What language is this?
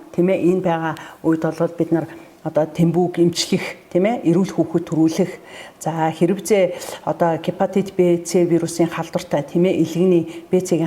Mongolian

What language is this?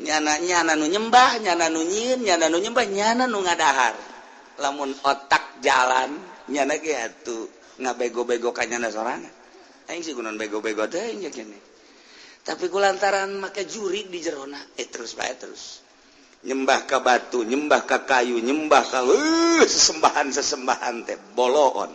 Sundanese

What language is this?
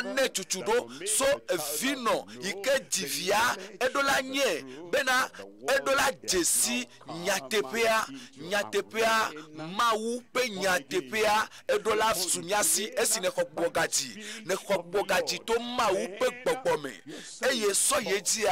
Ewe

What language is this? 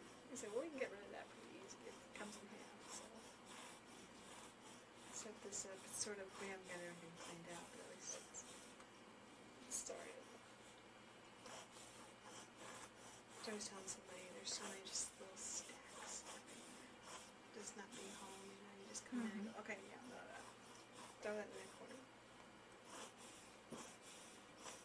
English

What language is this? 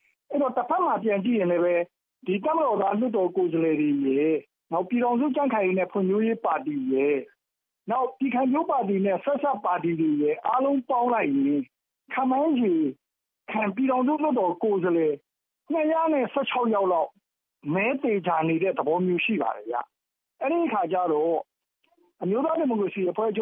Burmese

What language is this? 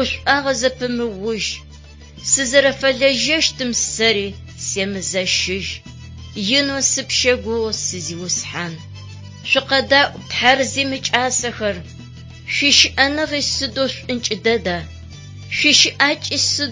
Adyghe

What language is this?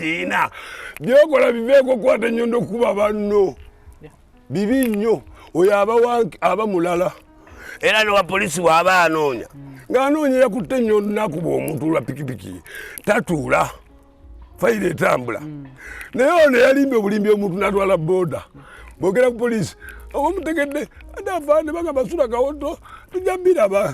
Ganda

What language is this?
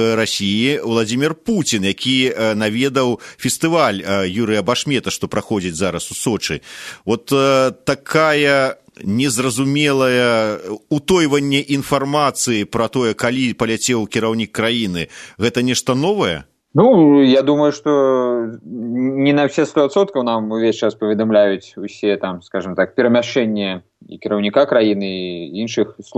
Belarusian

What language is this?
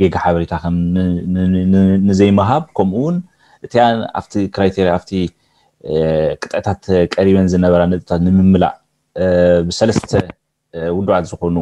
Tigrinya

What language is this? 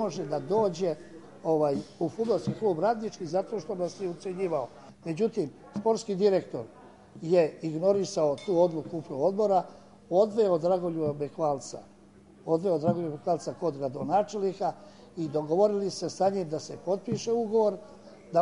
Serbian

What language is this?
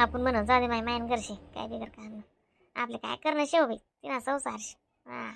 Khandesi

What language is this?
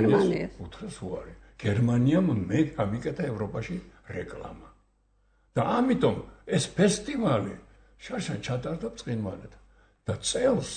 Georgian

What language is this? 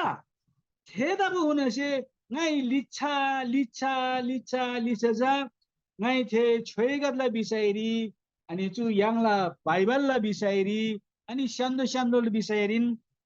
Eastern Tamang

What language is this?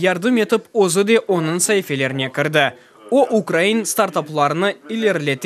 Crimean Tatar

